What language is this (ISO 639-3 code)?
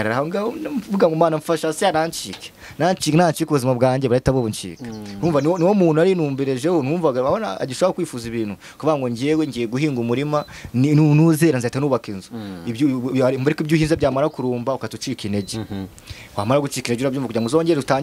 kin